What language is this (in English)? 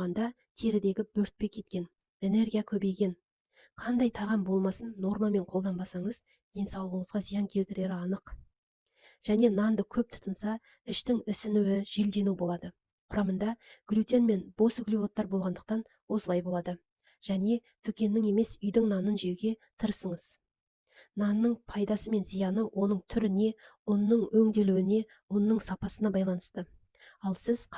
Kazakh